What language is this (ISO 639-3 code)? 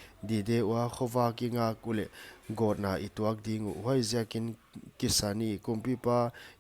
pck